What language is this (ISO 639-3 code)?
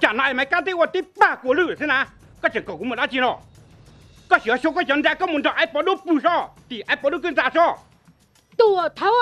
hmn